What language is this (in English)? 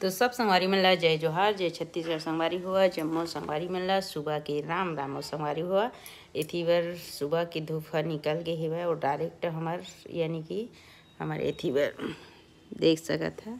Chhattisgarhi